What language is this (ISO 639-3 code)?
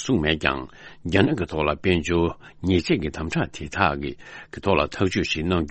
bod